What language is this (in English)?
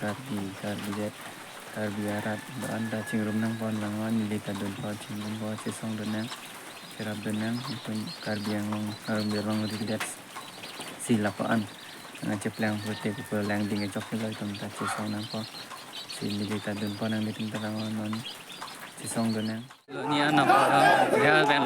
Karbi